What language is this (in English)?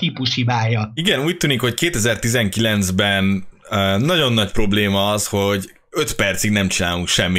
Hungarian